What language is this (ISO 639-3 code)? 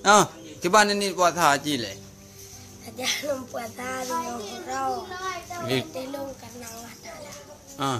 ace